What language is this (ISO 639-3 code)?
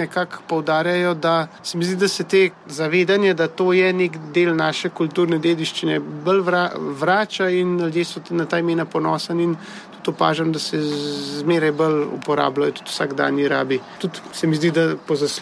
slv